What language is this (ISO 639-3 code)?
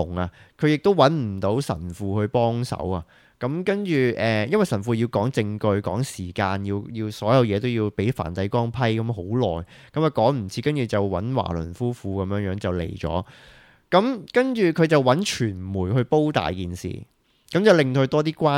yue